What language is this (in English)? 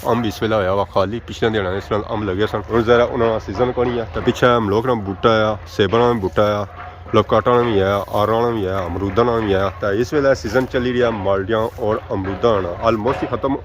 Pahari-Potwari